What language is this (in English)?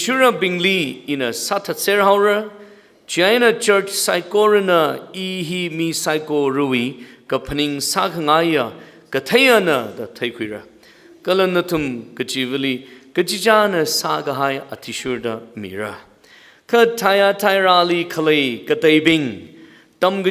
Tangkhul Naga (India)